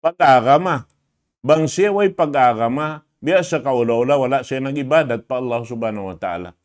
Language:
Tausug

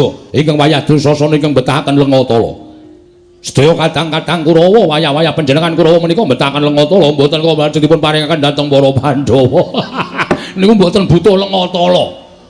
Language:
Javanese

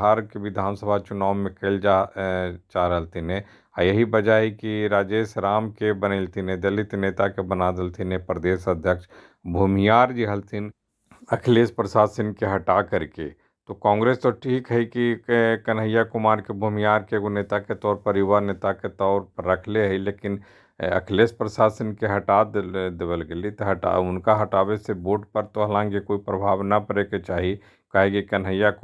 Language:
Magahi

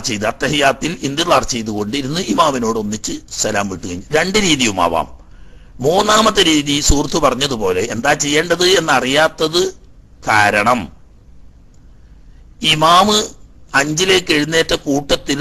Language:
Malayalam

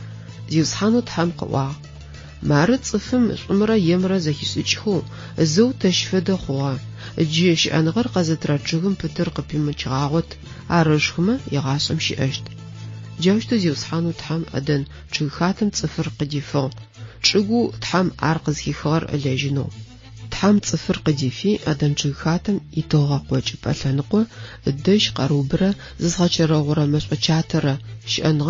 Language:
Adyghe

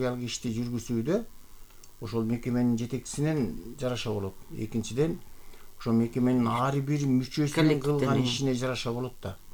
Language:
Kyrgyz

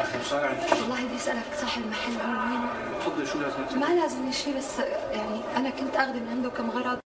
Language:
North Levantine Arabic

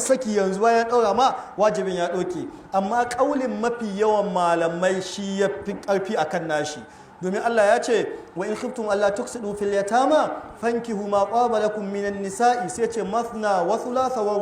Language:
Hausa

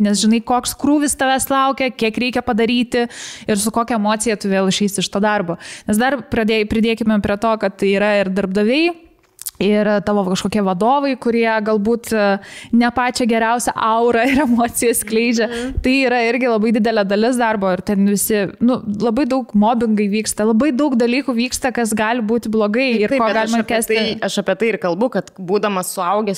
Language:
Lithuanian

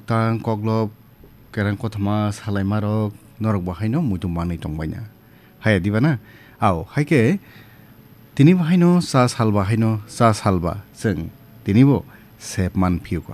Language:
Kok Borok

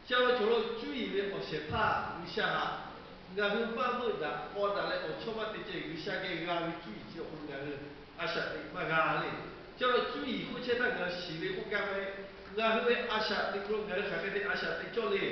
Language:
Lahu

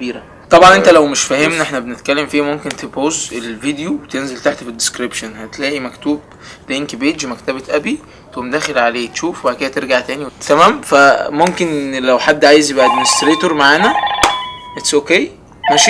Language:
Egyptian Arabic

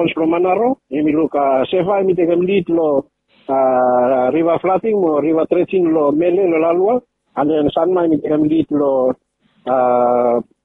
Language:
Bislama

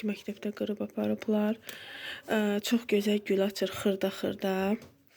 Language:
Azerbaijani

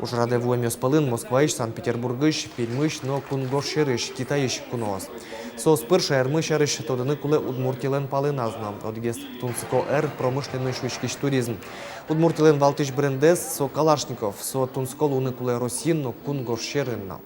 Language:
Udmurt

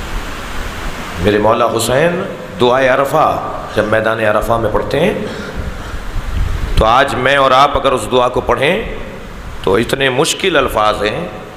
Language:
Urdu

